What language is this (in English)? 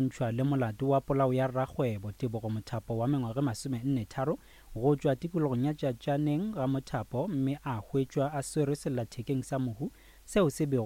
Northern Sotho